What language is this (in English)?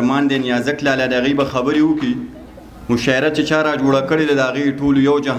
Pashto